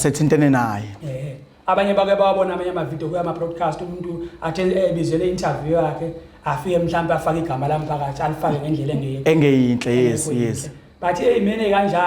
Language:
Zulu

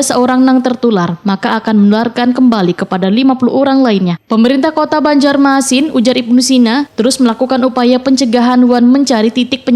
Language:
Banjar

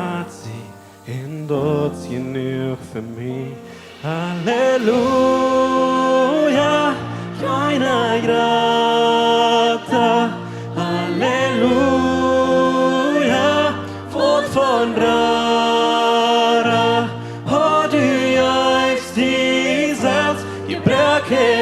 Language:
Plautdietsch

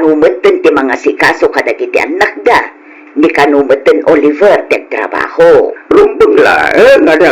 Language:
Iloko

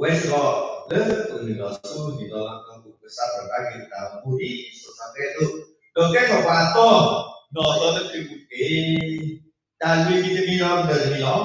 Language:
S'gaw Karen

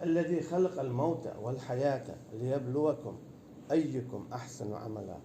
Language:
Chechen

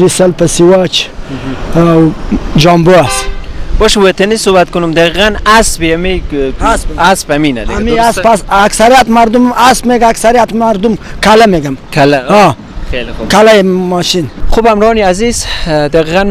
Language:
Persian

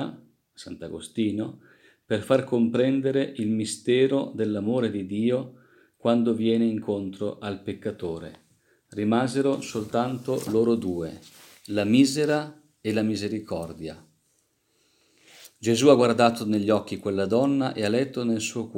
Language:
Italian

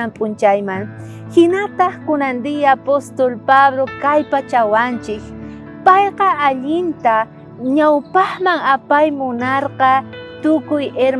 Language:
South Bolivian Quechua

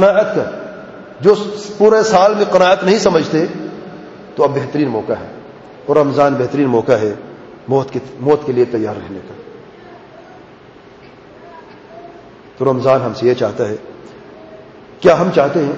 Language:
Urdu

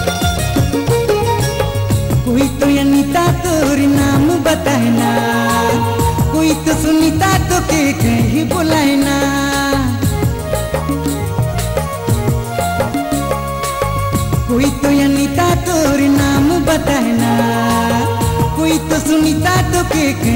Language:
Sadri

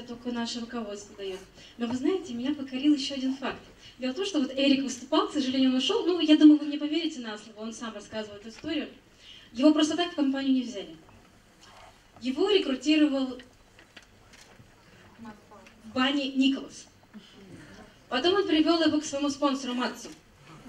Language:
Russian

